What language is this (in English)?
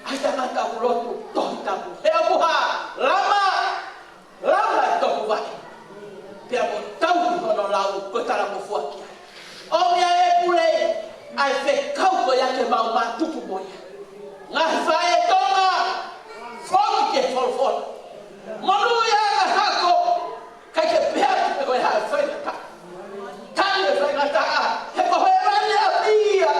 Tongan